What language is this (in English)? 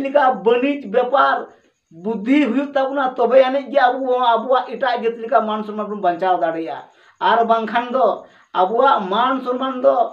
Santali